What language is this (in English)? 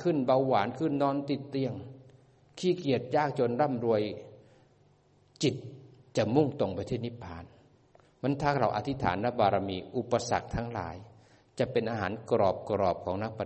Thai